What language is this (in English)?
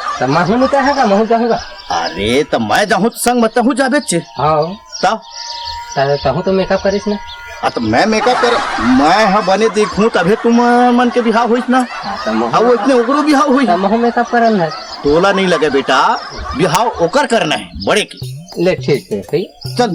Chhattisgarhi